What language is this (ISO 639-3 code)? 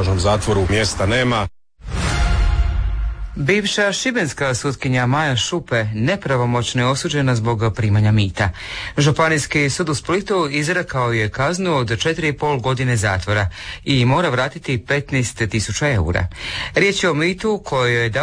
hrv